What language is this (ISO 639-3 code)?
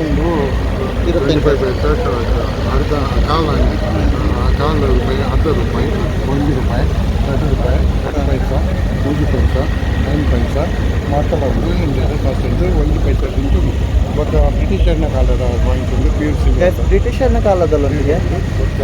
tcy